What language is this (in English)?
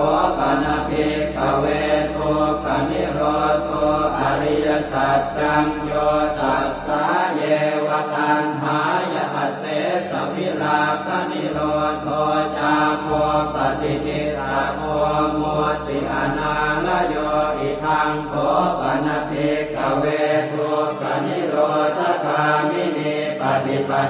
Pali